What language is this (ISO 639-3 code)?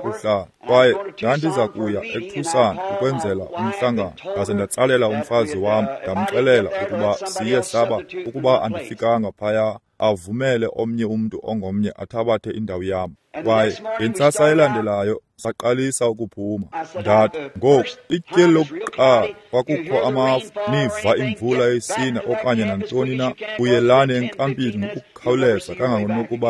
xho